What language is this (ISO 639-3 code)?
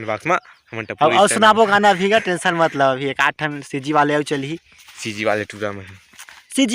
hne